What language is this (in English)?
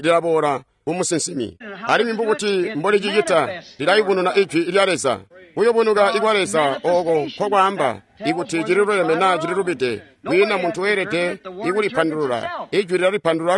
Tonga (Zambia)